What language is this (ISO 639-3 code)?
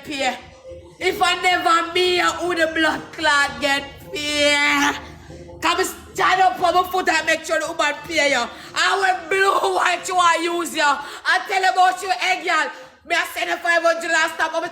jam